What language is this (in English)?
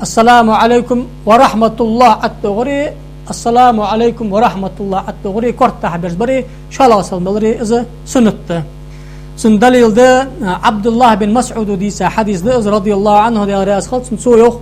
Ingush